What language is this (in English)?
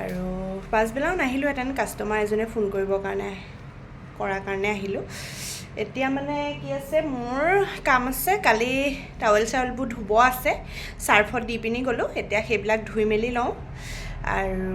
Assamese